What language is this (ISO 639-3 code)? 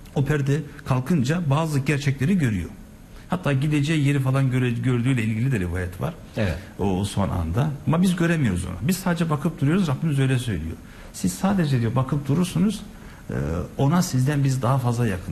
tur